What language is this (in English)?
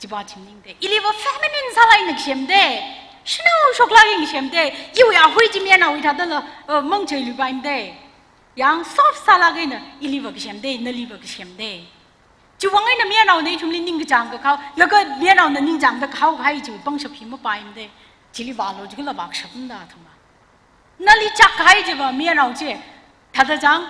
Tangkhul Naga (India)